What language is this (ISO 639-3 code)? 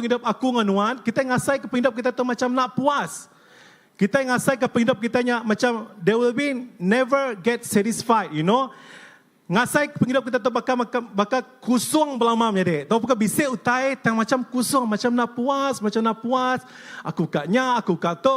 iba